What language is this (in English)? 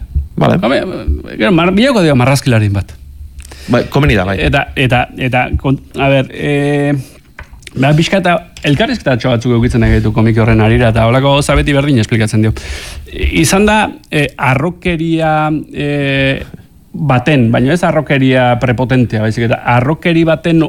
Basque